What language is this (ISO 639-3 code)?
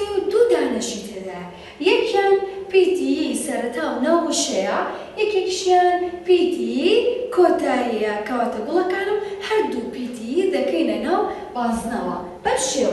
ckb